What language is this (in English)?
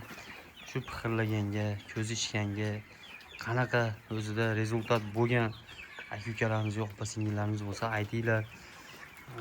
Uzbek